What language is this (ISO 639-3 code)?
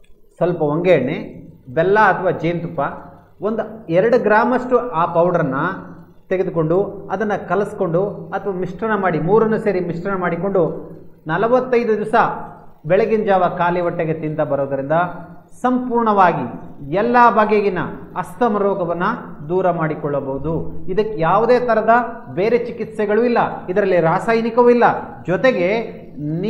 kan